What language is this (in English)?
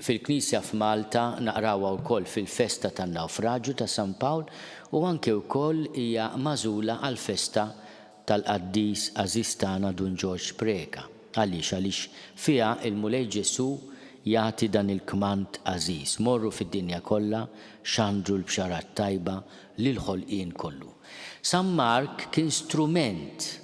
Maltese